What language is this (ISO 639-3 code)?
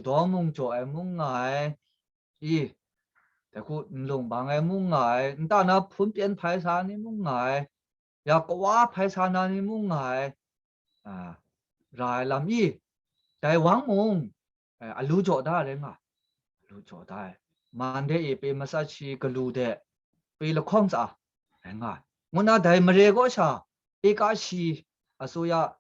kac